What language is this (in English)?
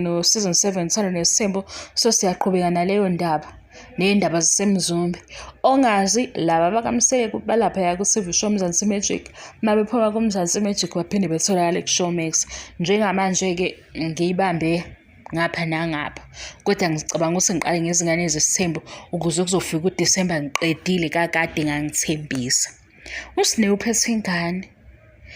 Zulu